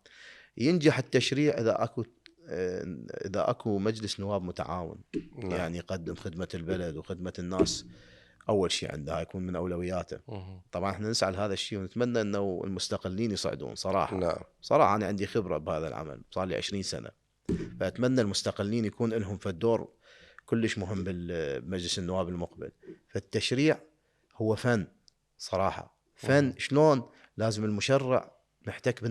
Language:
Mesopotamian Arabic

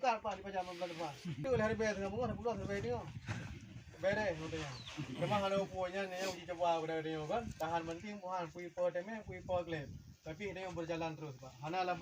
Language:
Achinese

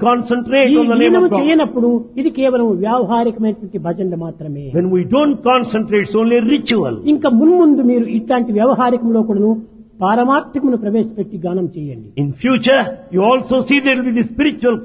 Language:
Telugu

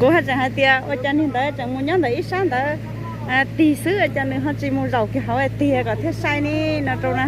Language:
Hmong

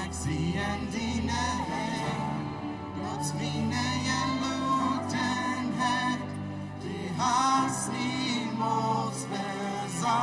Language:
Plautdietsch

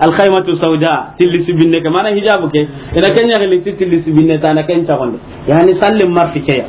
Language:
Soninke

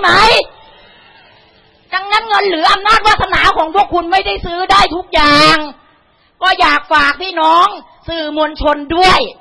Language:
Thai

